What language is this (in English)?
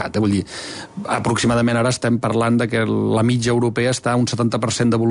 Catalan